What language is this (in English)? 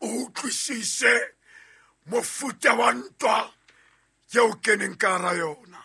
Southern Sotho